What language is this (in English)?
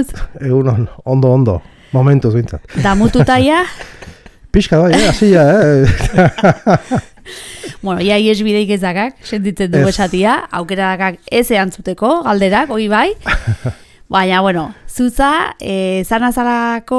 Basque